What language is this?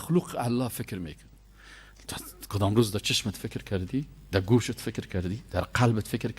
Persian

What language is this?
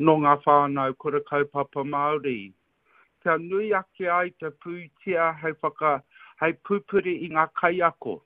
Māori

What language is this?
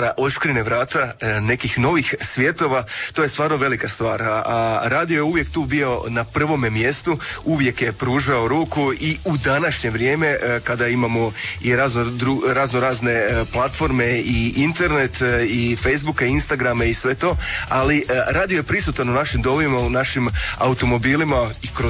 Croatian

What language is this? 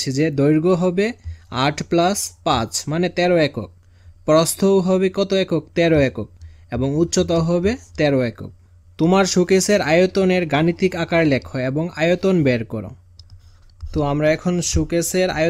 Bangla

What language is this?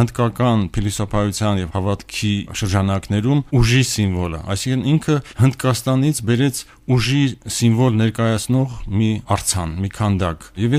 Armenian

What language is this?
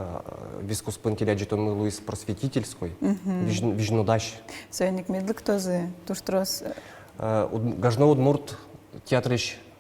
Udmurt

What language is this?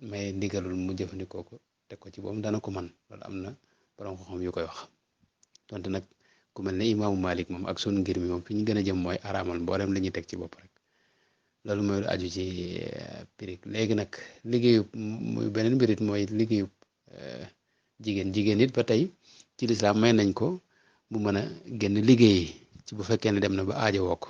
Wolof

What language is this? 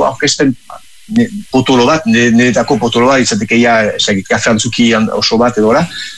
Basque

